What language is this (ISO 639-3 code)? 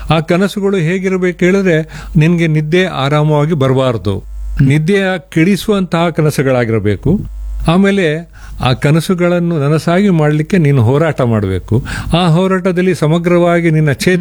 kan